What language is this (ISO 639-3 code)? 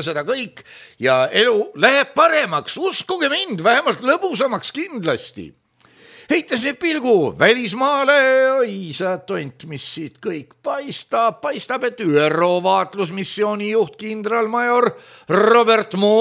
est